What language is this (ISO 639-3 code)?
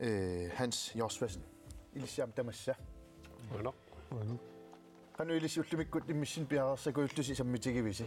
kal